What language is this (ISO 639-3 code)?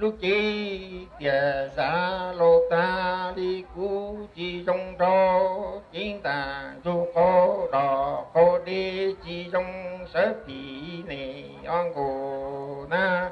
hmn